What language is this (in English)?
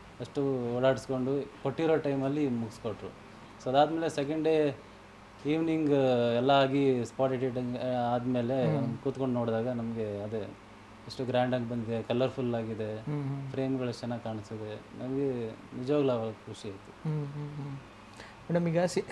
Kannada